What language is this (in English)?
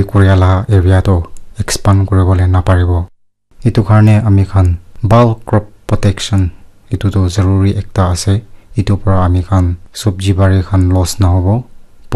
Naga Pidgin